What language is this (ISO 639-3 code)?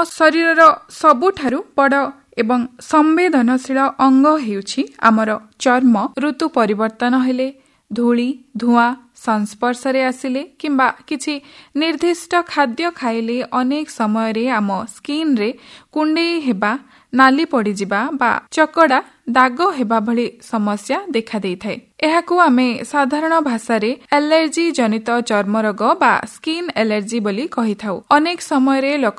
ori